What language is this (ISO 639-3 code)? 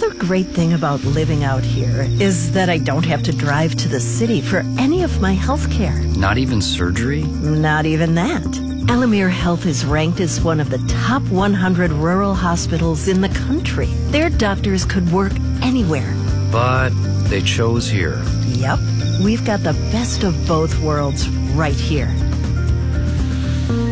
eng